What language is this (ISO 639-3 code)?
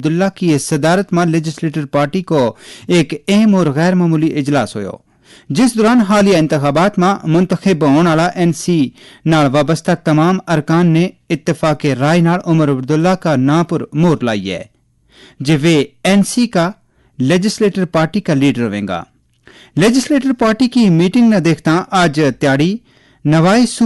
gju